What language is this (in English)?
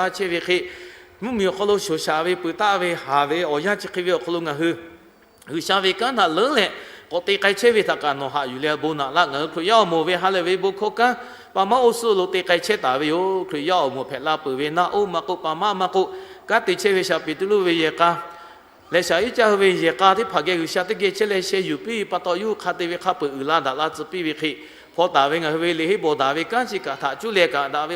Lahu